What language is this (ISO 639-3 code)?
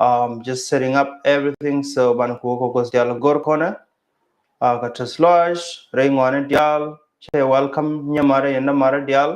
nus